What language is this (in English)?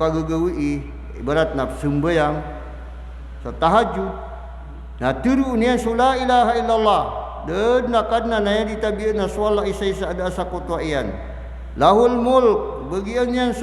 Maranao